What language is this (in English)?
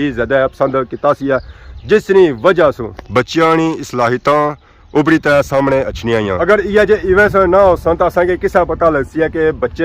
Pahari-Potwari